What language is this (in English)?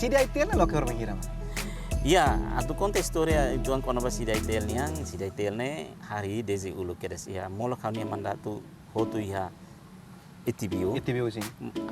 Tetum